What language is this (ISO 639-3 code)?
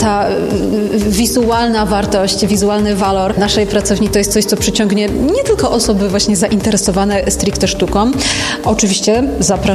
pol